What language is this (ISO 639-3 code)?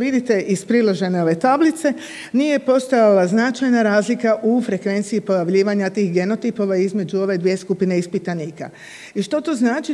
hrv